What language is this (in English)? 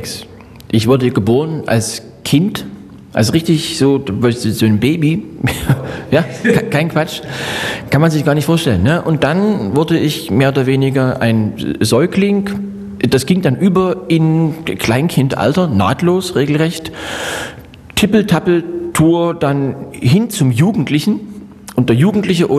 German